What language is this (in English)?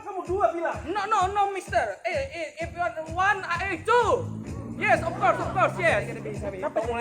Banjar